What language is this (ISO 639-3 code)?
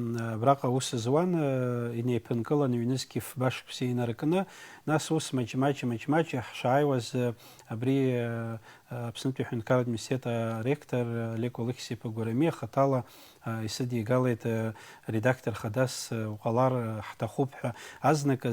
abk